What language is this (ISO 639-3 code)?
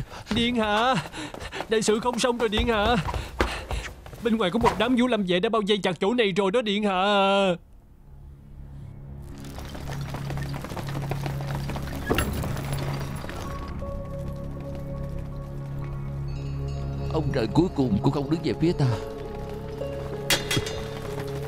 vie